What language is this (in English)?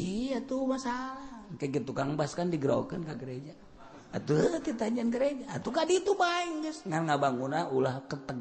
Sundanese